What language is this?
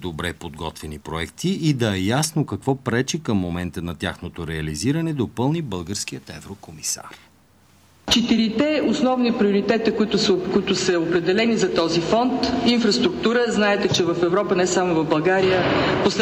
Bulgarian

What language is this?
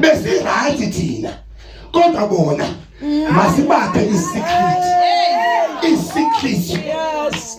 Xhosa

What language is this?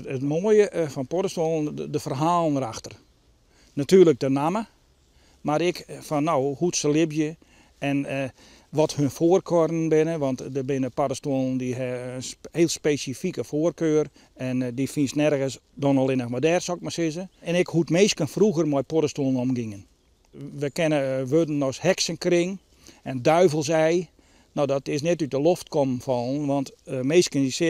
Western Frisian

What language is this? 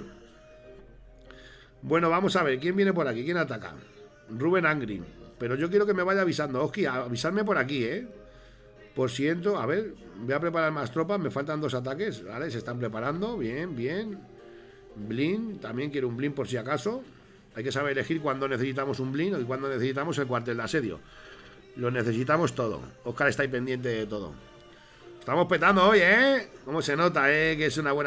Spanish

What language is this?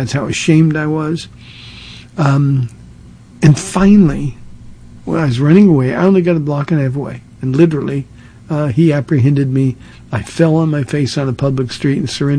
English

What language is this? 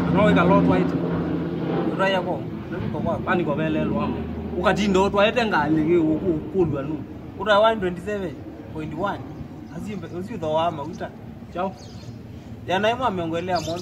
Kamba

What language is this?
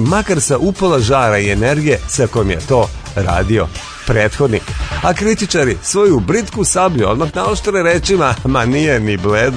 Serbian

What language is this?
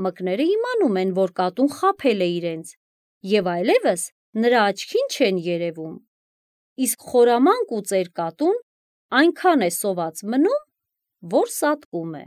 Armenian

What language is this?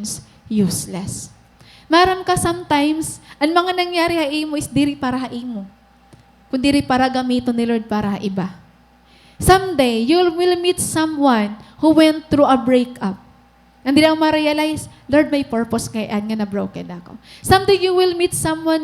Waray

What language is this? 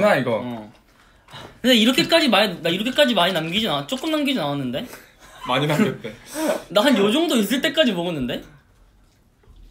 Korean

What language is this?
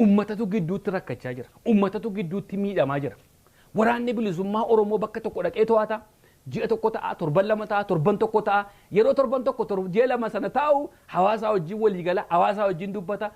Oromo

